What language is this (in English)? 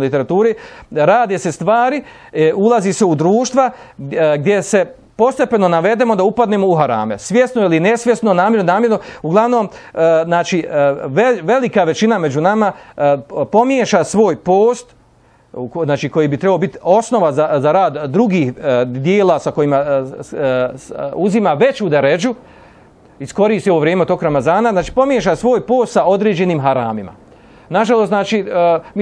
Bosnian